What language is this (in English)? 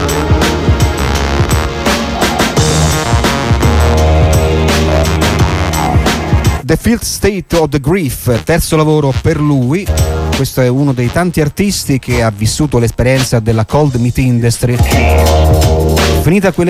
Italian